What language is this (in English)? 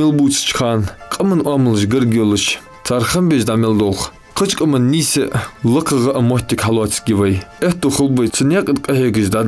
Ingush